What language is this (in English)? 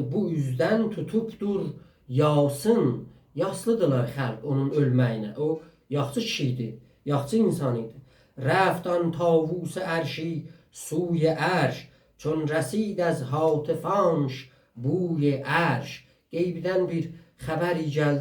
South Azerbaijani